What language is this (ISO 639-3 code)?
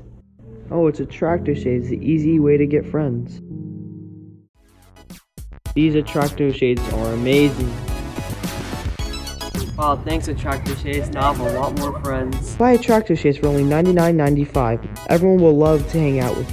eng